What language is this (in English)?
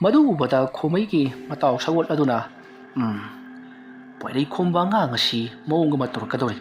Manipuri